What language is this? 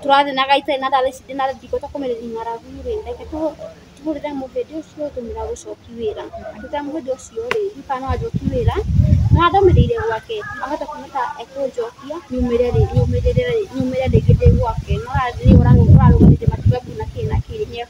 Kikuyu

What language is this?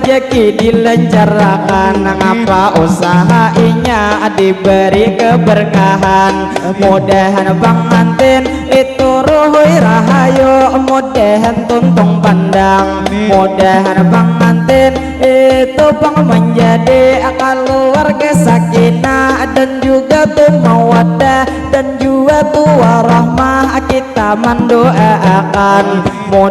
Banjar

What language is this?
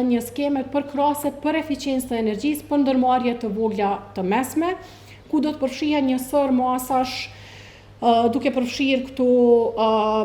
Albanian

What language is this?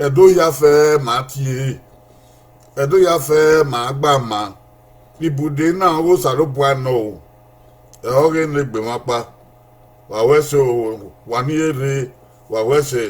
Bini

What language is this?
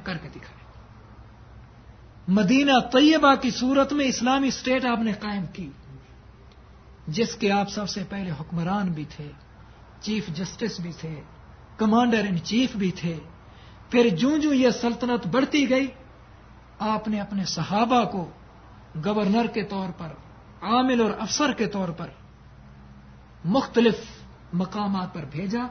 Urdu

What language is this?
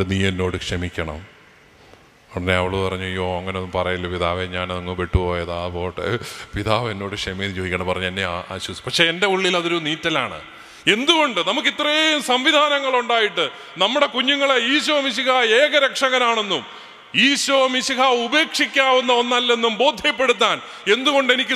Malayalam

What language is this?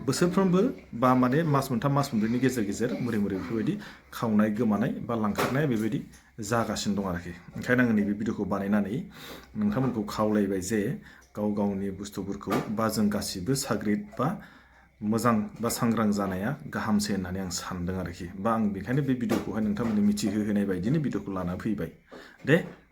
Bodo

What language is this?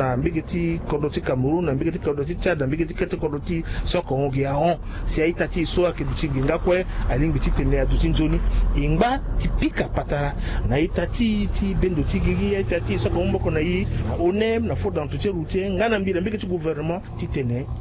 Sango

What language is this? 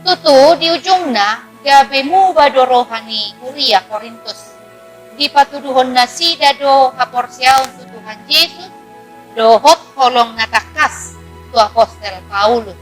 Batak Toba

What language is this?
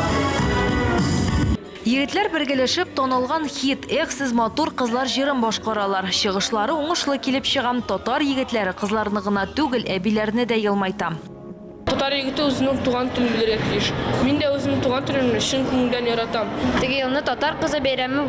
Tatar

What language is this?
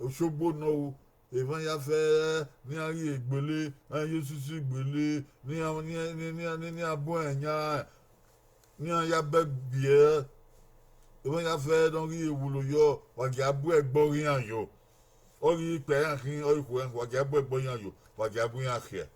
Bini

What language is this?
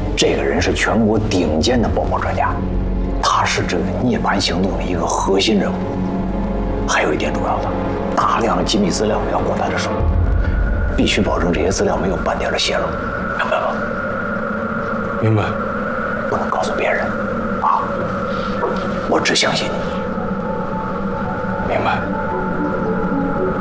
Chinese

